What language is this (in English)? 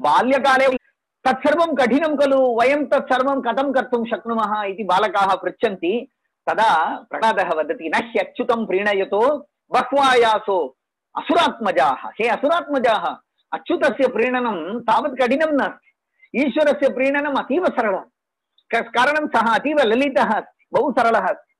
Sanskrit